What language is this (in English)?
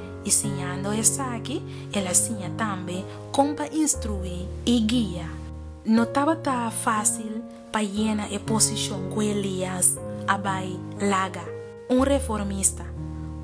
Papiamento